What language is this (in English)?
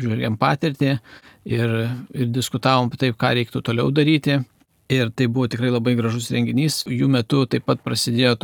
Lithuanian